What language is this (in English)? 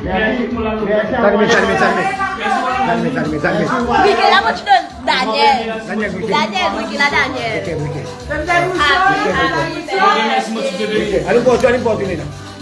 Morisyen